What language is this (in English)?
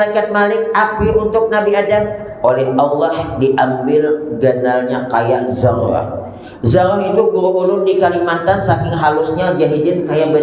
Banjar